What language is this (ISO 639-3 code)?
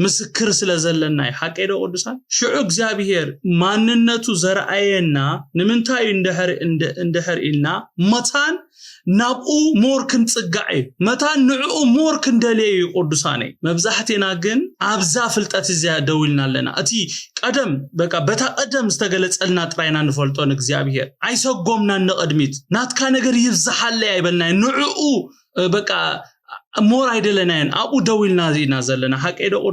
tir